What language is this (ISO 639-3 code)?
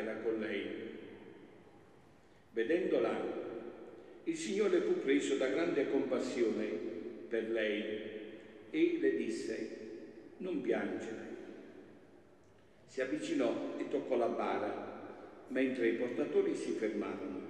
ita